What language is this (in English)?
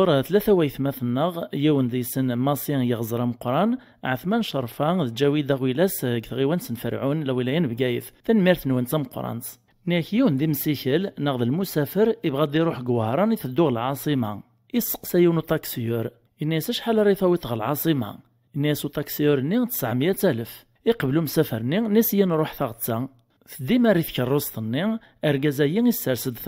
Kabyle